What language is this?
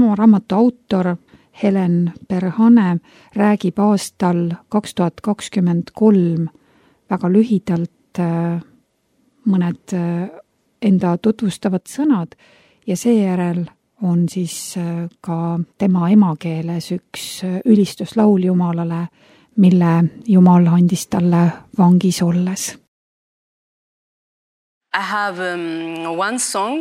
Estonian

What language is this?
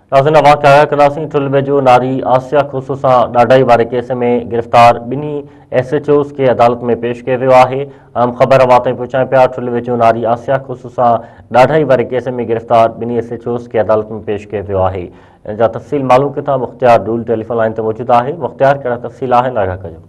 Sindhi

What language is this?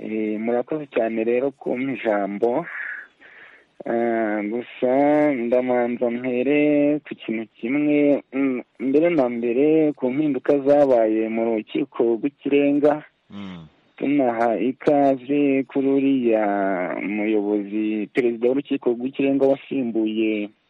Kinyarwanda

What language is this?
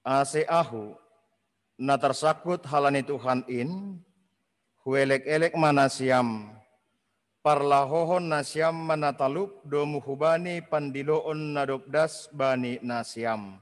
Batak Simalungun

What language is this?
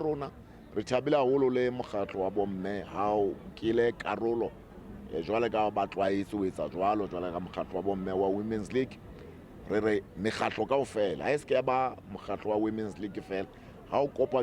Southern Sotho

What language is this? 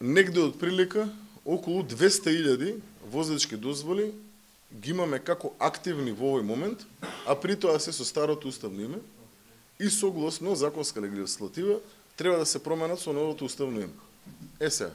Macedonian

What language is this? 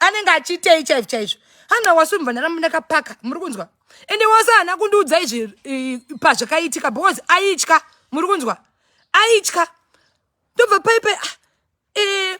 Shona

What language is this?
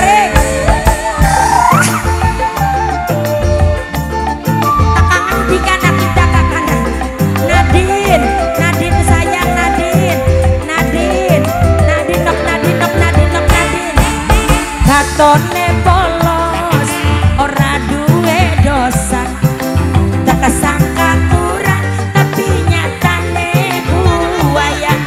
Javanese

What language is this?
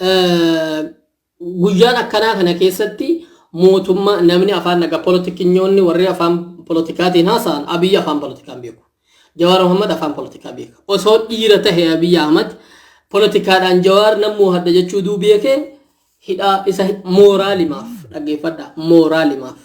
Oromo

